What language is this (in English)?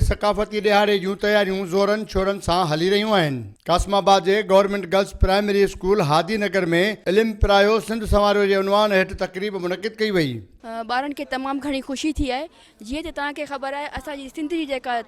Sindhi